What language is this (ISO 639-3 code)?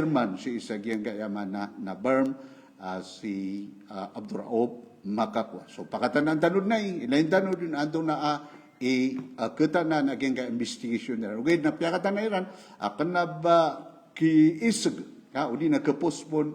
mrw